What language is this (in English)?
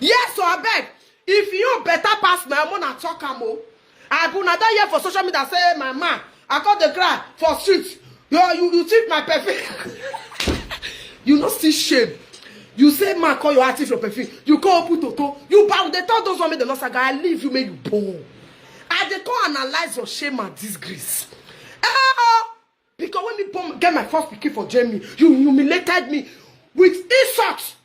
Nigerian Pidgin